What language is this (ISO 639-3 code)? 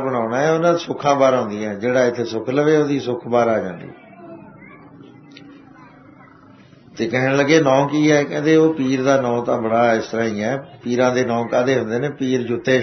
pan